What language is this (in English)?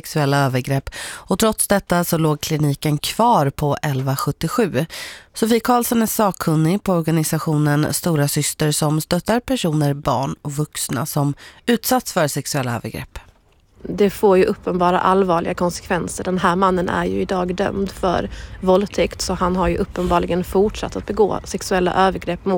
Swedish